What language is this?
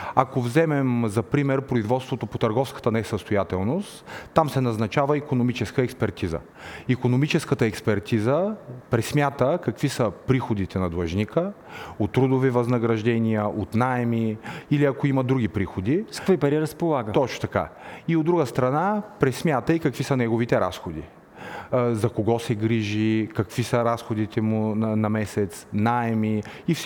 Bulgarian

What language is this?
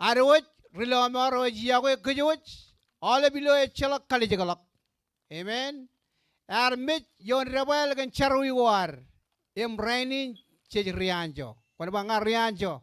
Marshallese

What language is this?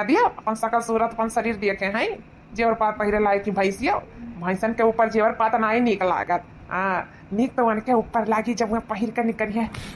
Awadhi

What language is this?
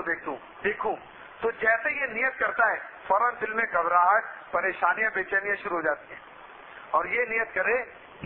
Urdu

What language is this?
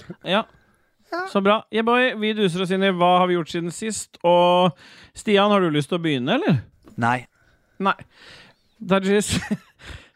Norwegian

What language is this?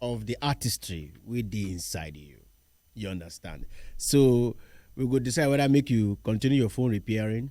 Nigerian Pidgin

